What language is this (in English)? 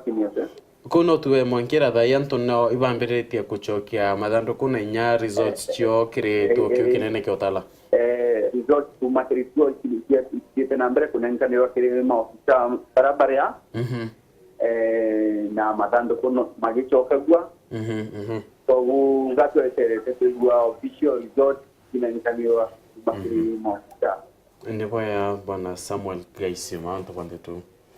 Meru